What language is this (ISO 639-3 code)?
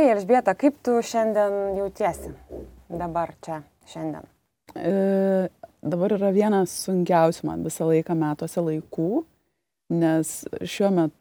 lit